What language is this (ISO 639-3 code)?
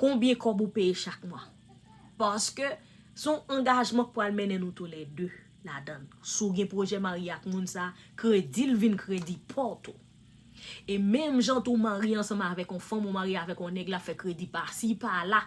hat